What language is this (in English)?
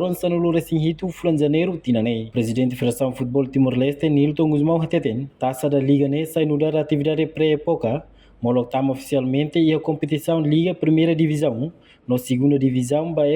Tetum